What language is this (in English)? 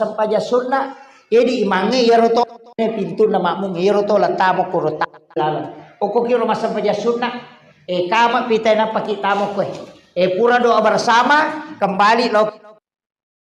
Buginese